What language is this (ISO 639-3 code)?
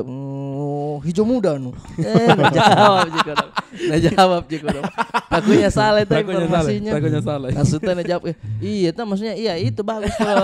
mfp